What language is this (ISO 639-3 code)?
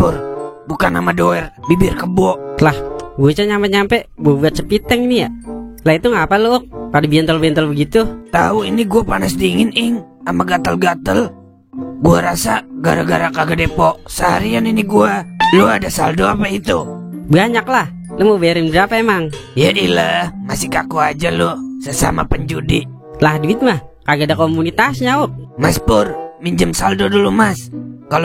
bew